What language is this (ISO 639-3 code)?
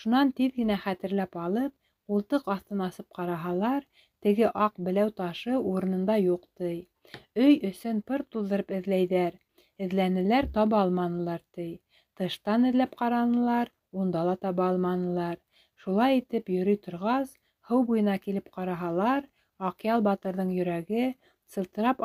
bak